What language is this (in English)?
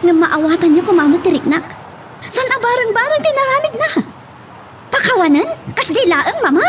Iloko